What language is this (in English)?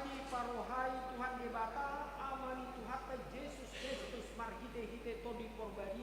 Batak Toba